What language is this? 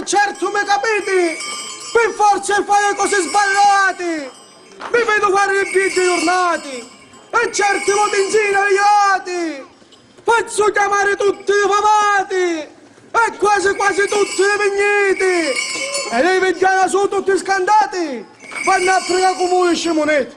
Sicilian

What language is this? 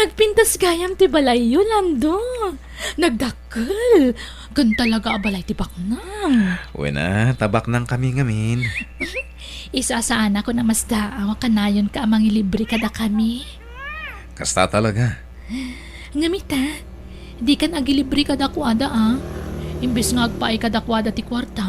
Iloko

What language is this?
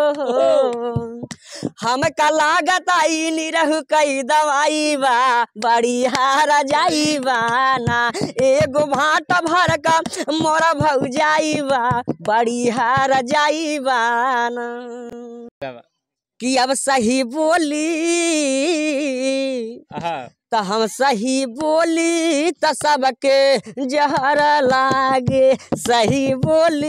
Bhojpuri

